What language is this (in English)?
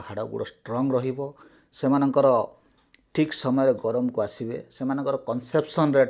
Odia